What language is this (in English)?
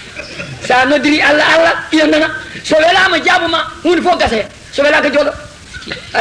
Fula